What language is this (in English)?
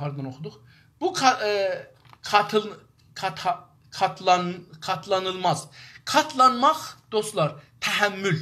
South Azerbaijani